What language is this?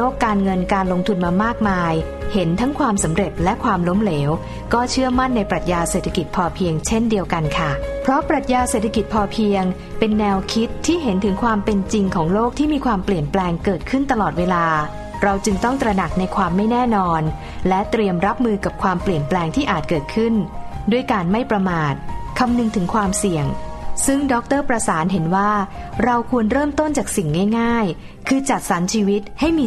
Thai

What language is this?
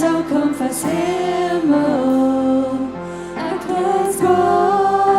Plautdietsch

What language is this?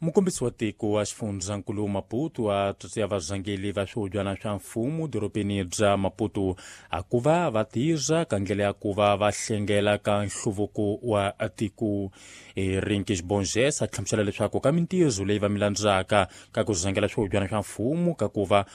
Tsonga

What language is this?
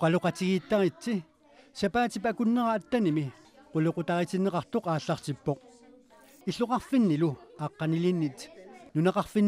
Kalaallisut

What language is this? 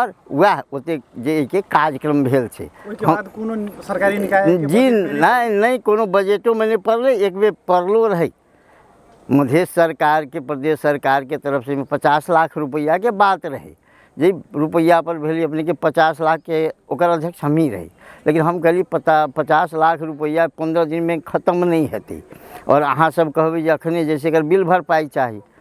Maithili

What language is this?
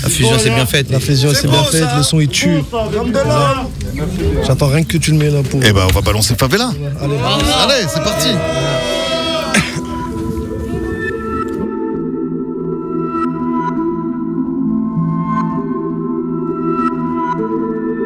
French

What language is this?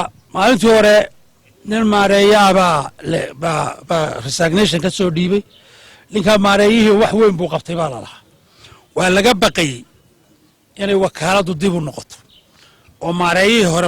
Somali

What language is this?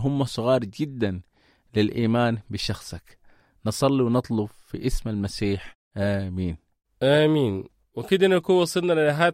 Sudanese Arabic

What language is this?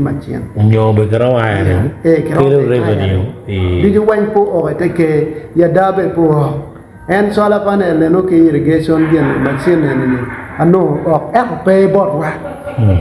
Acoli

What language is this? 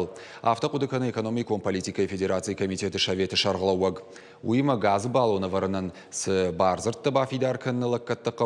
Ossetic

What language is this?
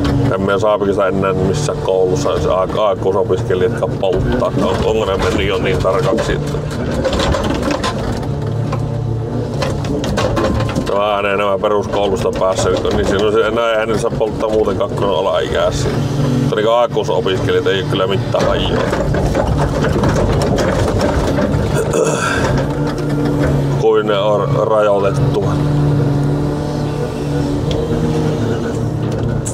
Finnish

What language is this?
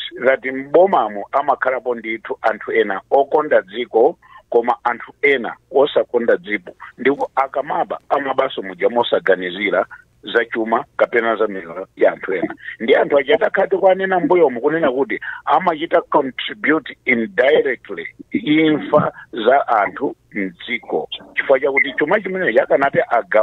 Nyanja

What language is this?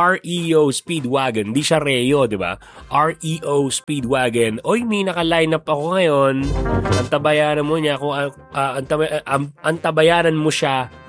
Filipino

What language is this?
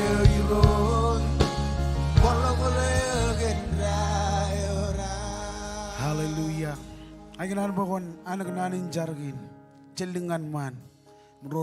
Marshallese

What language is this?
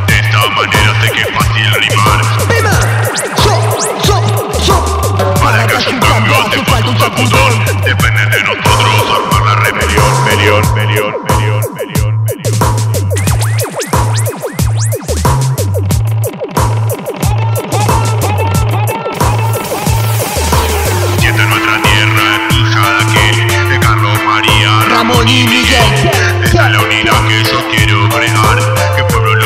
Spanish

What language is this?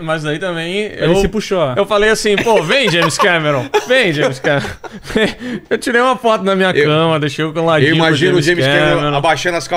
Portuguese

